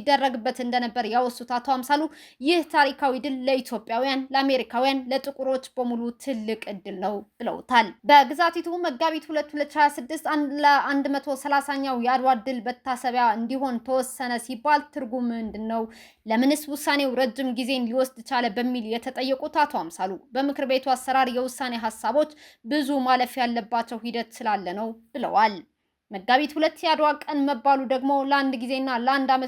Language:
Amharic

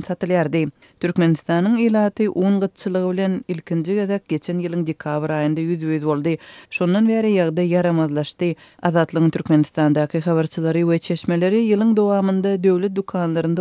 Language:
Turkmen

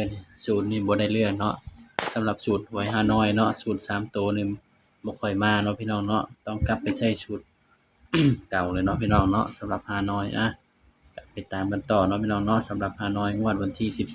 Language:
Lao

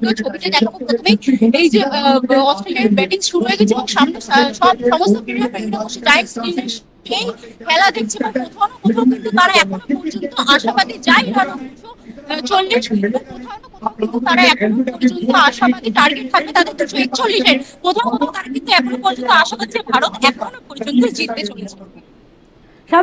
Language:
Bangla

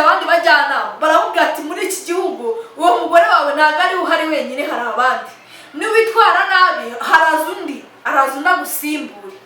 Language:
Kinyarwanda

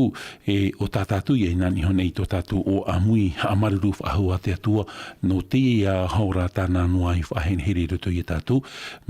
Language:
Tahitian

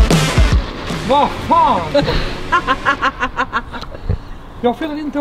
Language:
Swedish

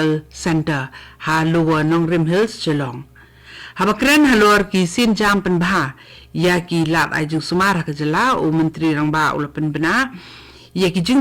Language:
Khasi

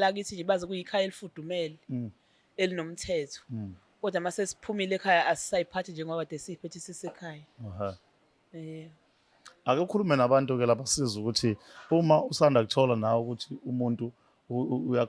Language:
Zulu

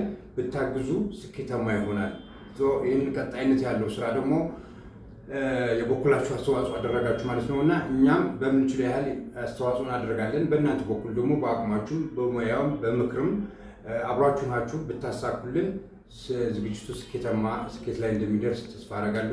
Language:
Amharic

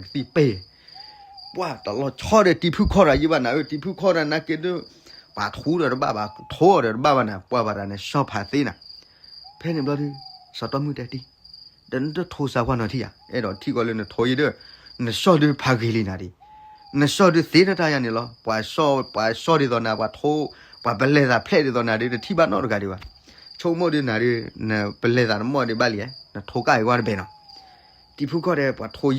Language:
S'gaw Karen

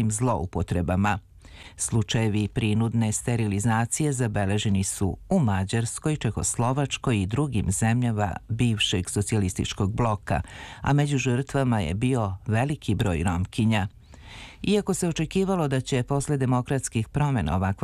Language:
Serbian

